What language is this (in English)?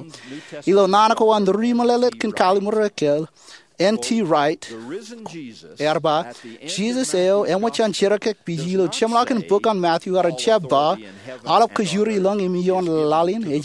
Marshallese